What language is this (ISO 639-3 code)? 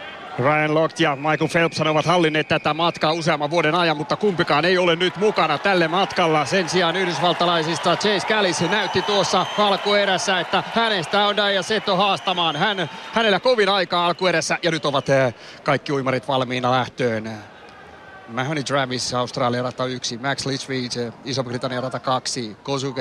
fin